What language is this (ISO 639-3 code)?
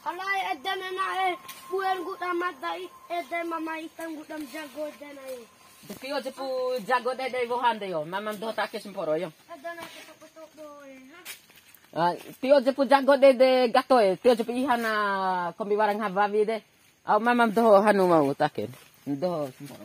bhp